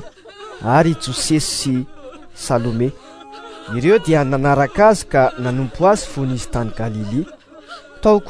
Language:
Malagasy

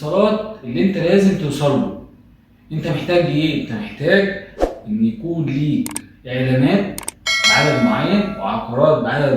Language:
Egyptian Arabic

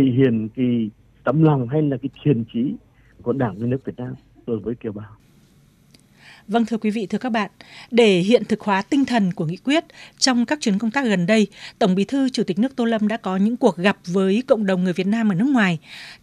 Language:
Vietnamese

